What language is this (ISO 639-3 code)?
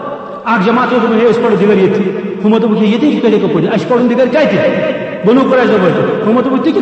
kas